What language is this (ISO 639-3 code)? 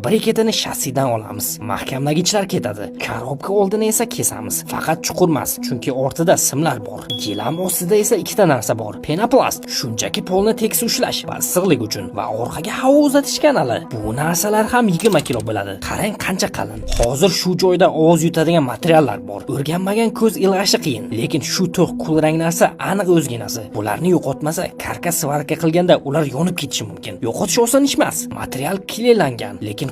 uzb